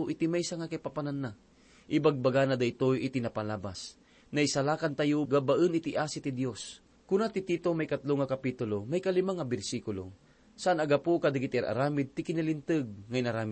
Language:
Iloko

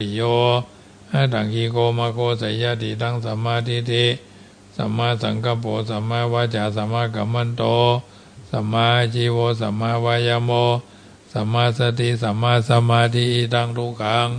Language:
Pali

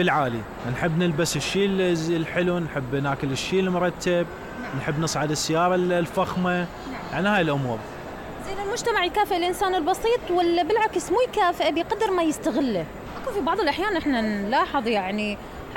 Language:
Mesopotamian Arabic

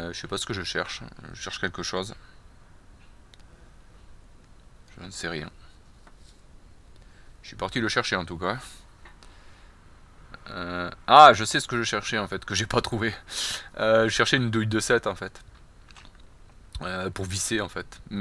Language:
French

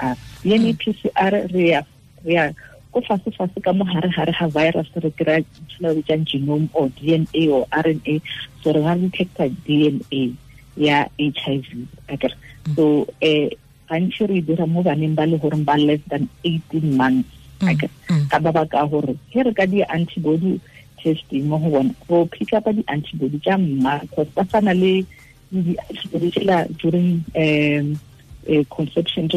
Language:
Tswana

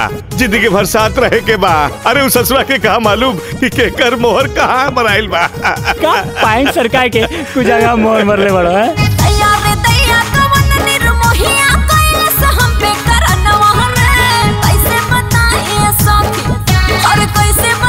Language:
Bhojpuri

